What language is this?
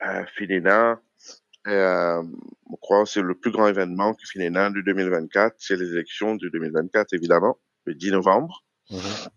Morisyen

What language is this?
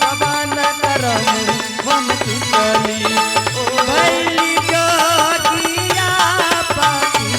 Angika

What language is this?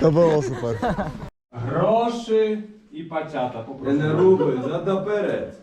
Rusyn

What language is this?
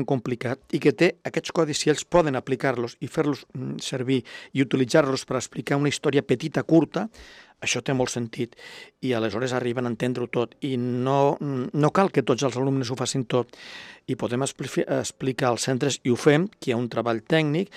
Catalan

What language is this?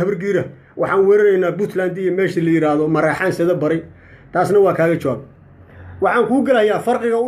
Somali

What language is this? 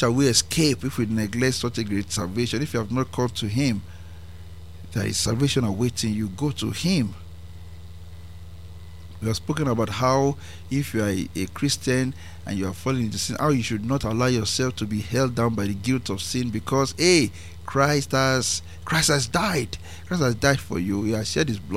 English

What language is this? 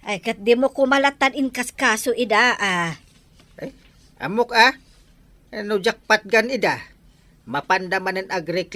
Iloko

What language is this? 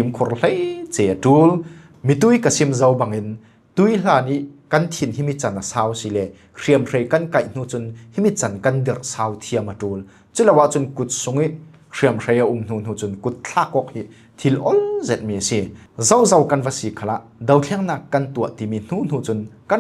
Falam Chin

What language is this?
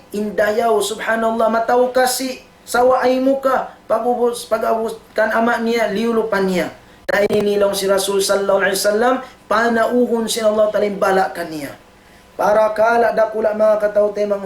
Tausug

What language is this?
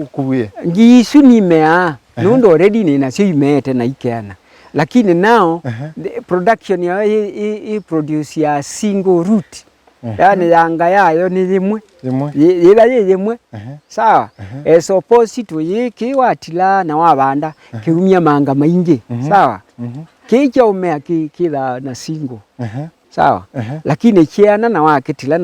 Kamba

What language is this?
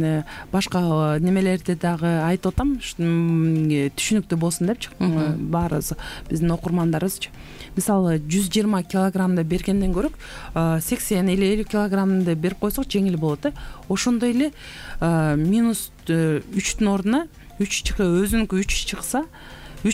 Kyrgyz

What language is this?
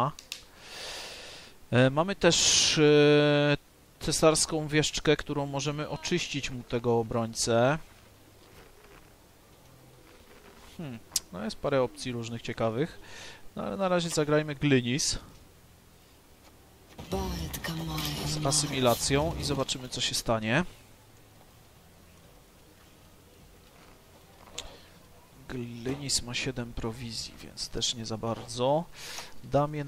Polish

